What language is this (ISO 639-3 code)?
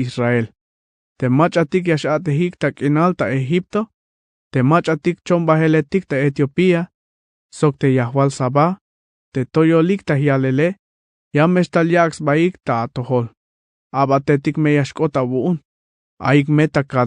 tzh